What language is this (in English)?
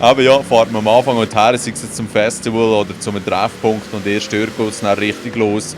Swiss German